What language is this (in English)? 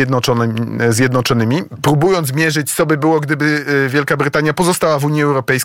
Polish